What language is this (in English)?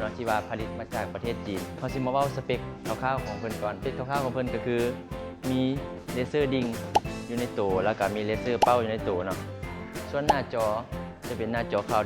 Lao